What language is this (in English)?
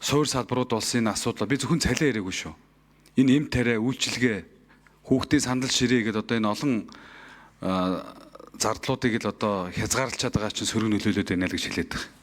Mongolian